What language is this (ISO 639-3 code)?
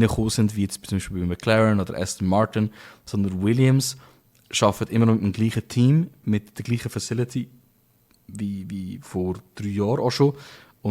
gsw